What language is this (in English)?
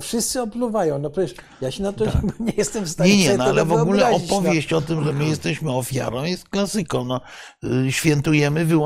Polish